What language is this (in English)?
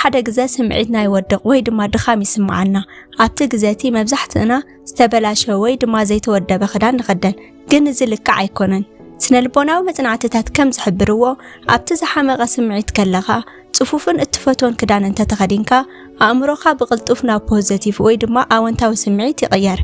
Tigrinya